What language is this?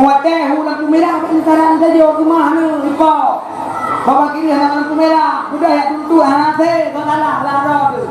Achinese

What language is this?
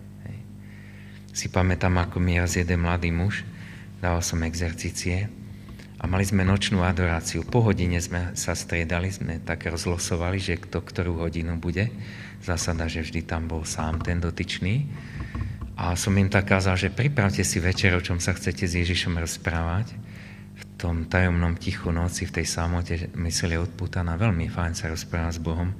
Slovak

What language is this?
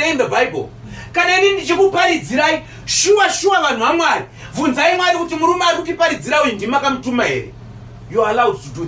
Shona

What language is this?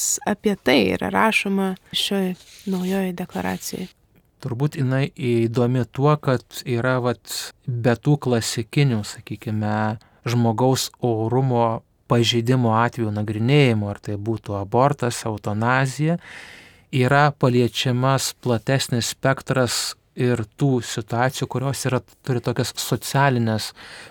Lithuanian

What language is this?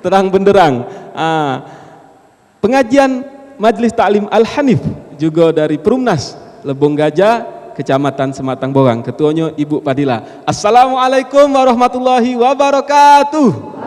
Musi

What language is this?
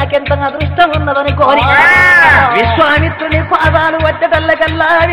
Telugu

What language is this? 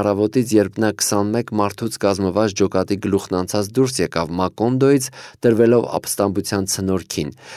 Armenian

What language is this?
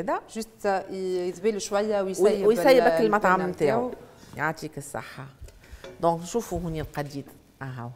Tunisian Arabic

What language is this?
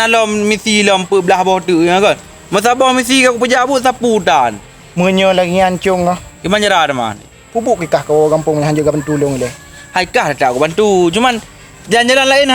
Achinese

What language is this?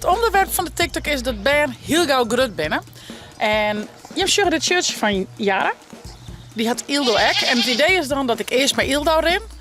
Western Frisian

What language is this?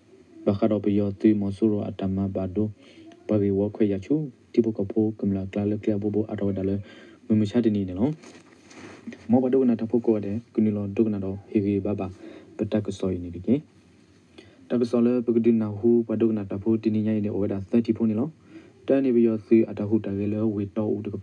S'gaw Karen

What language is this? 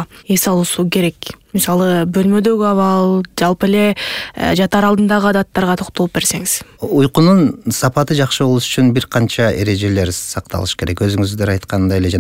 Kyrgyz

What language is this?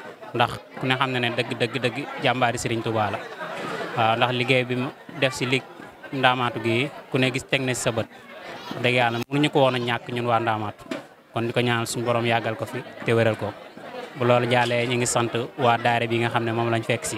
Wolof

